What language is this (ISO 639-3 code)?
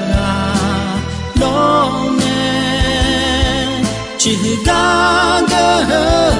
ahk